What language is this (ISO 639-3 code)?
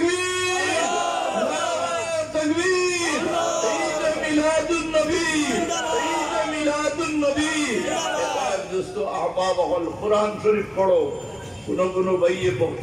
syl